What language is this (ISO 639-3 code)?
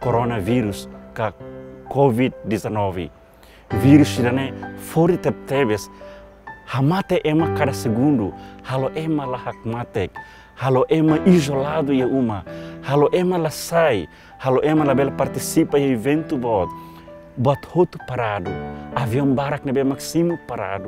tet